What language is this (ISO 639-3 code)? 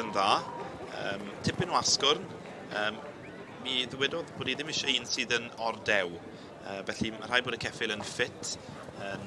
cym